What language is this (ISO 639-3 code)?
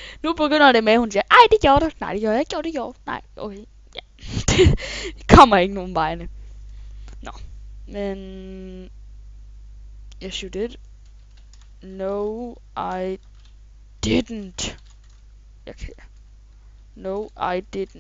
dan